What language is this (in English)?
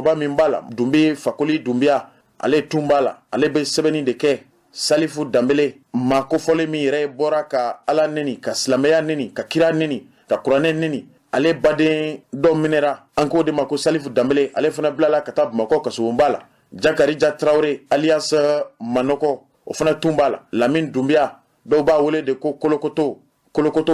Bambara